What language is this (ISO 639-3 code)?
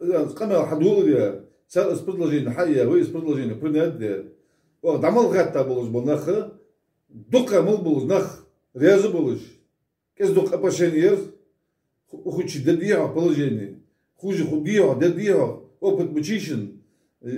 inh